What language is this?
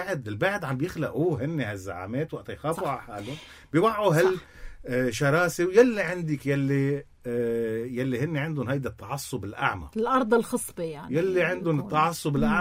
North Levantine Arabic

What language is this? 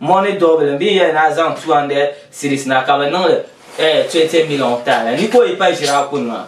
Dagbani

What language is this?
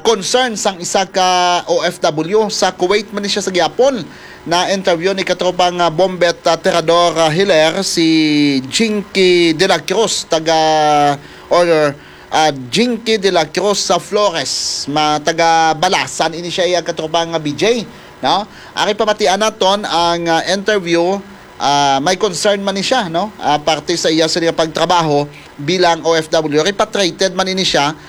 Hiligaynon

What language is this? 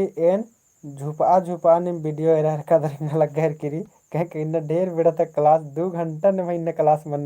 Kurukh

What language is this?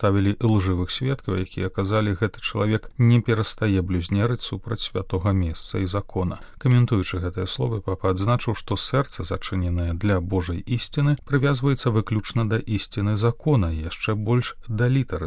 Belarusian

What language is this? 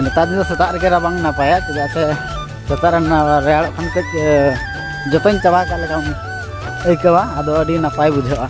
Santali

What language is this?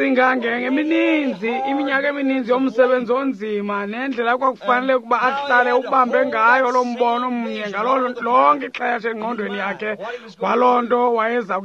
Xhosa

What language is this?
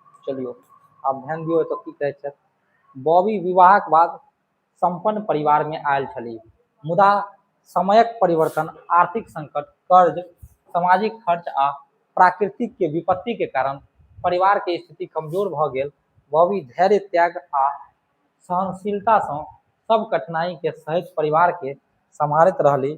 Maithili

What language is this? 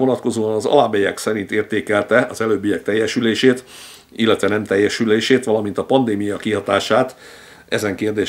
Hungarian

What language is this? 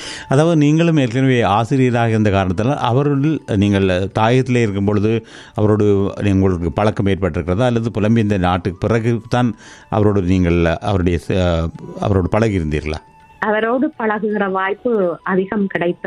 Tamil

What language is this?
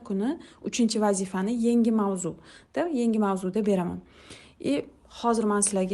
Uzbek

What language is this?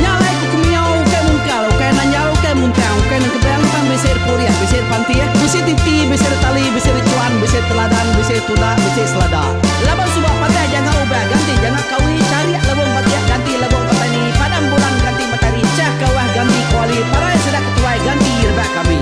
Iban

